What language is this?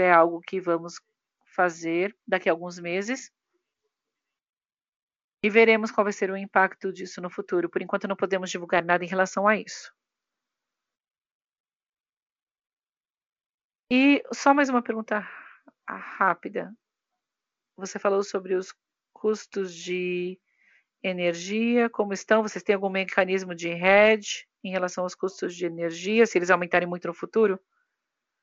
Portuguese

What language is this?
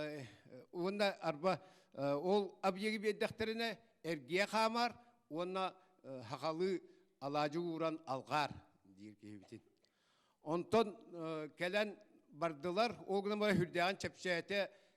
Yakut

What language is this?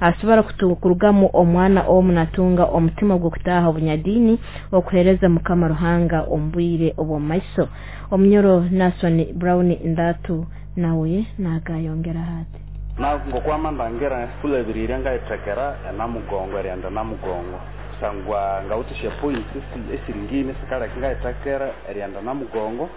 Nyoro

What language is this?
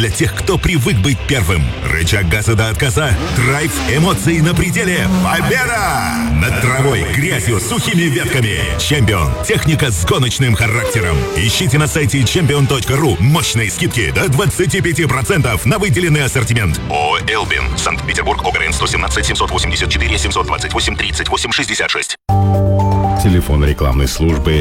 Russian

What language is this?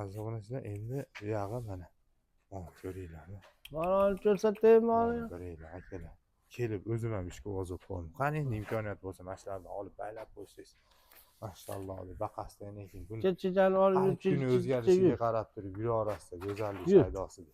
Uzbek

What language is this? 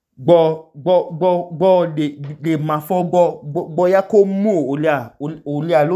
Idoma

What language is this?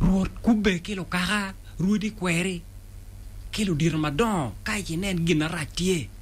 Acoli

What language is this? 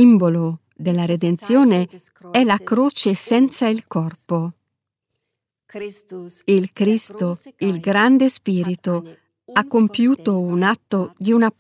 Italian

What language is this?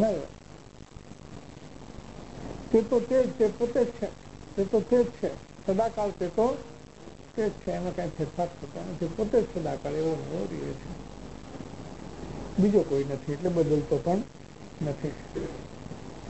Gujarati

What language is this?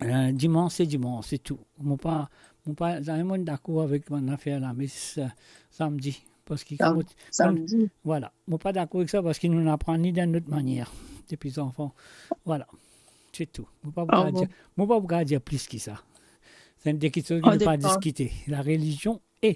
Morisyen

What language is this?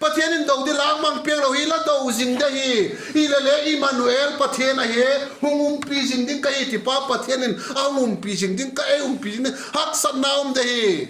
Vaiphei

